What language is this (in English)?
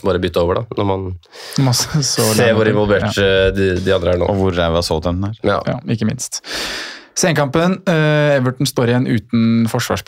Norwegian